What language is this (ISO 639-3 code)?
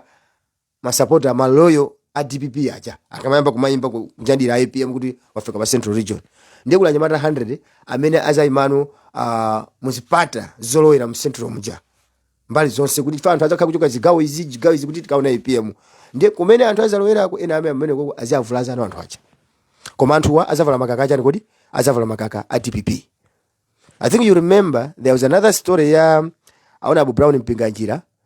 nya